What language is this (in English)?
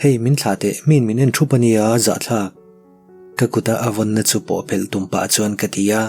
Mizo